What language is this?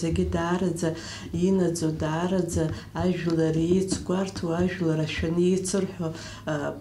Abkhazian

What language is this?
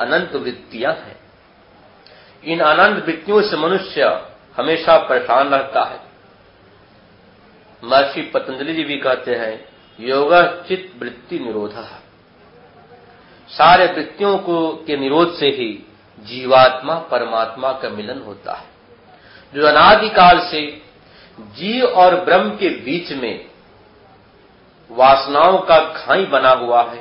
Hindi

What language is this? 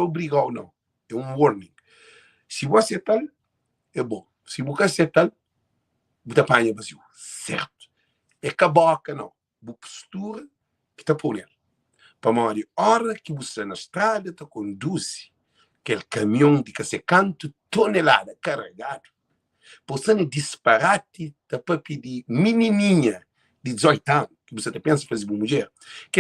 Kabuverdianu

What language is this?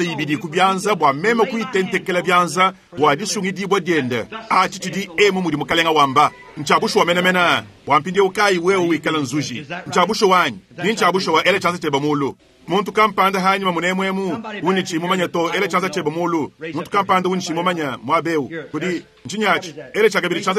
Luba-Lulua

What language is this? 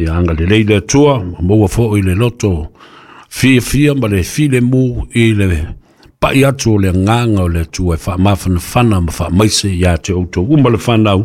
Samoan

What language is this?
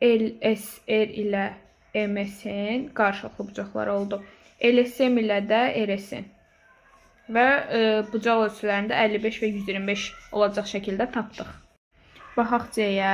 Azerbaijani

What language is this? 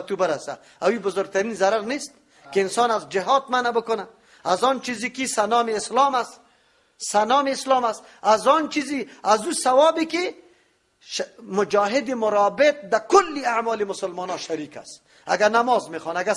Persian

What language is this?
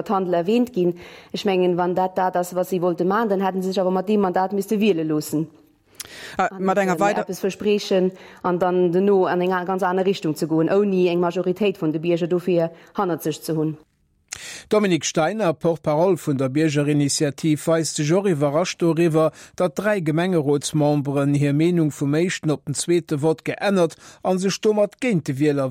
Luxembourgish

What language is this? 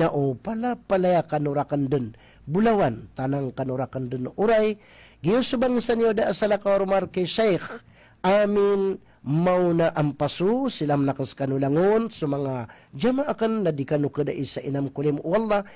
Maranao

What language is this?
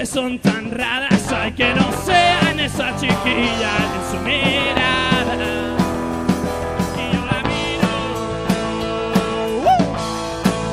Spanish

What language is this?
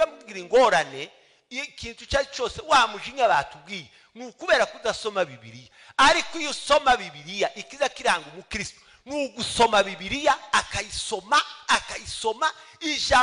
Kinyarwanda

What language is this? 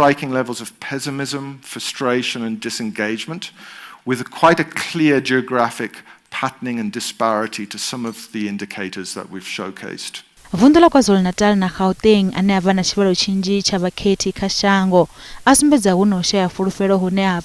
Venda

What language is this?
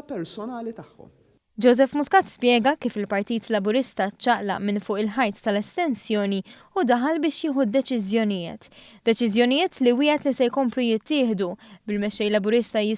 Maltese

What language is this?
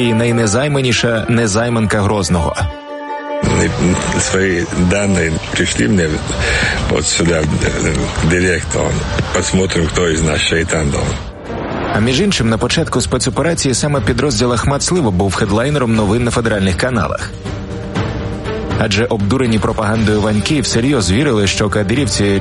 Ukrainian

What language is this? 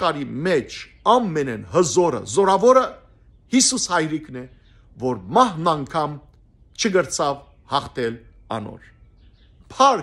Western Armenian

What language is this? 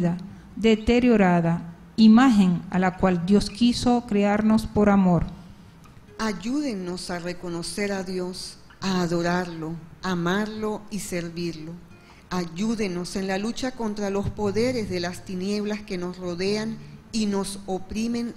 Spanish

